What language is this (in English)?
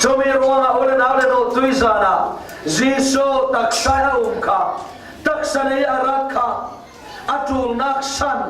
Falam Chin